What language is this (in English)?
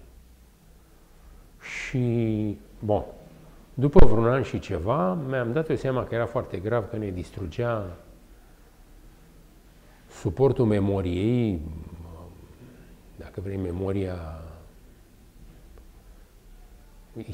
Romanian